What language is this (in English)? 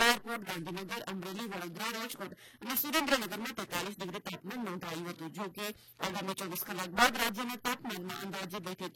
Gujarati